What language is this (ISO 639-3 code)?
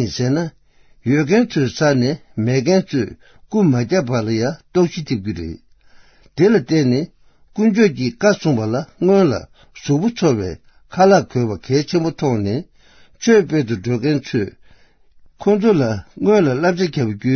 bod